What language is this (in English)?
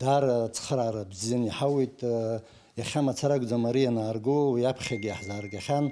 Abkhazian